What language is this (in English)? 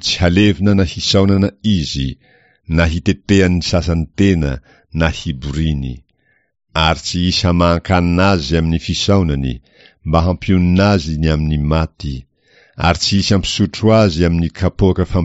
Malagasy